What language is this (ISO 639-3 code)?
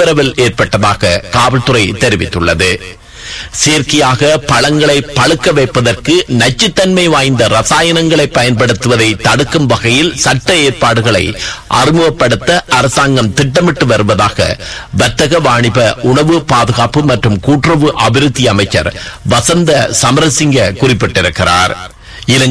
tam